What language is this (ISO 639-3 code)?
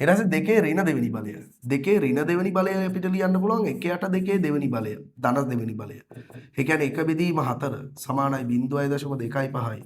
sin